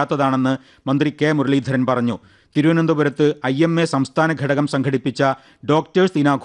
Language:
Malayalam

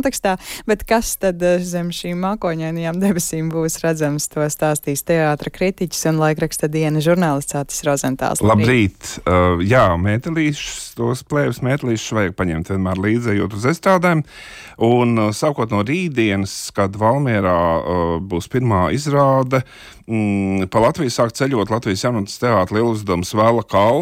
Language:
Latvian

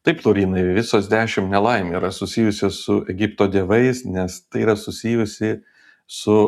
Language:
Lithuanian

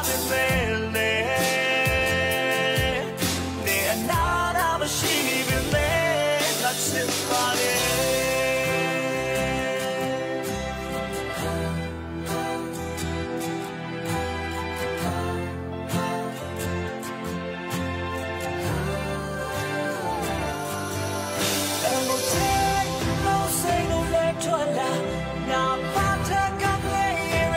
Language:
Burmese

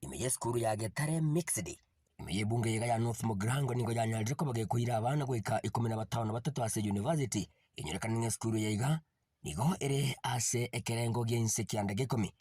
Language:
Gusii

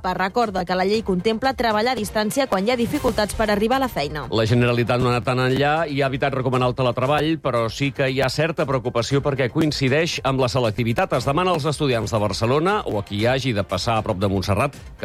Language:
Catalan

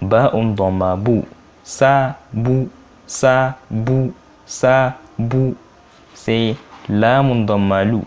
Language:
Hausa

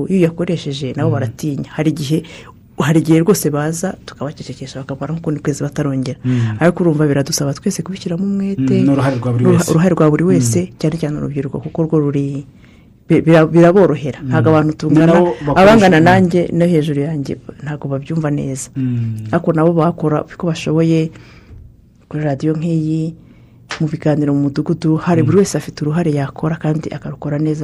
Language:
Kinyarwanda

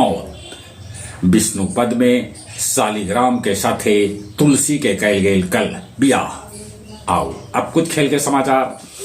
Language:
Magahi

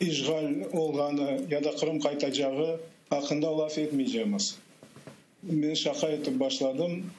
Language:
Crimean Tatar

